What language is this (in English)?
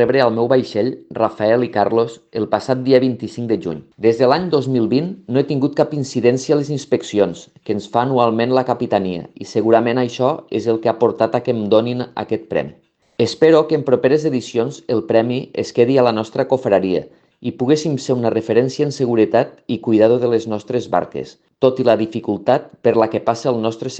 Catalan